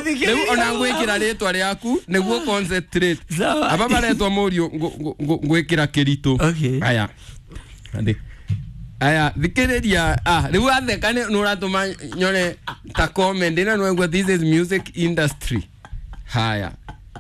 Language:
Kikuyu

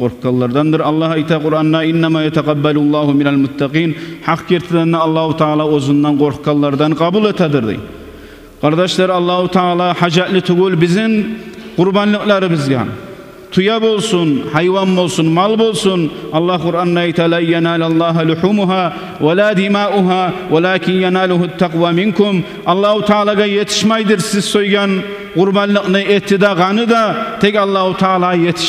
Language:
Kumyk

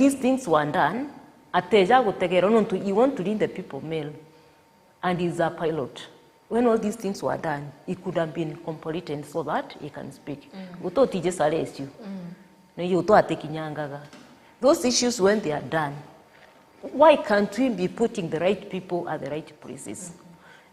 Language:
Meru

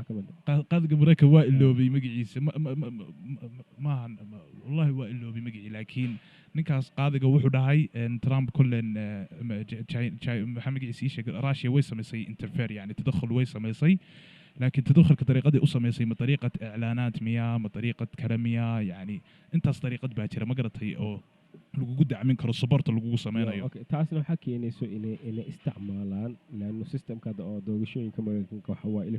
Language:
Somali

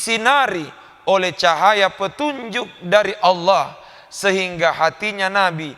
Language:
Buginese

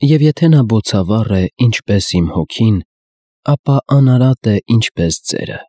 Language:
Armenian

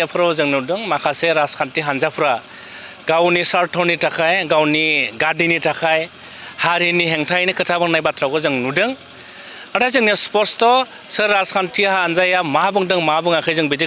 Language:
Bodo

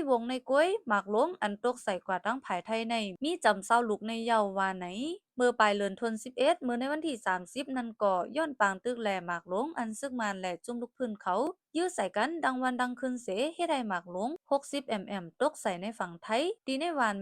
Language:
Shan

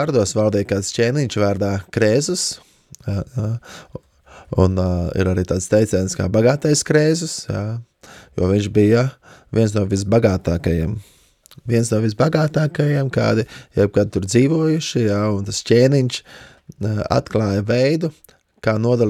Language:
Latvian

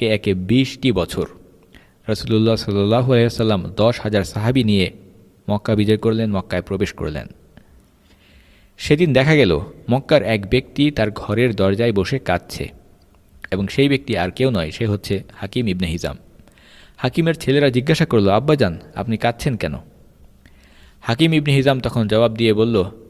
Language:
Bangla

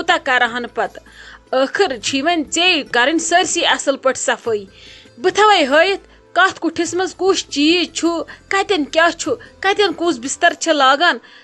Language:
Kashmiri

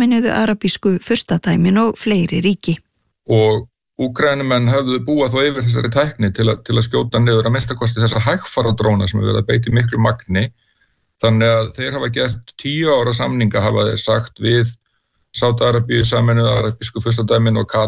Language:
Icelandic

